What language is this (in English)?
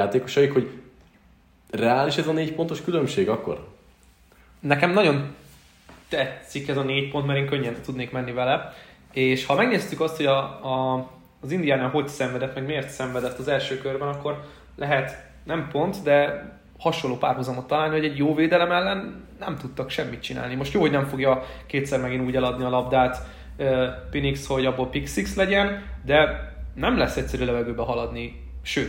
Hungarian